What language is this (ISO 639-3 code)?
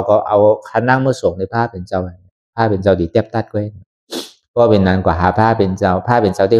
shn